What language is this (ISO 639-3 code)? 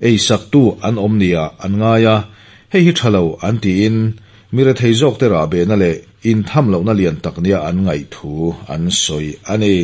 lus